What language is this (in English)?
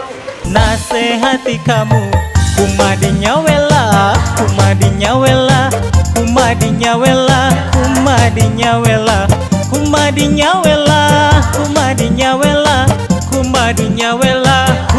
Betawi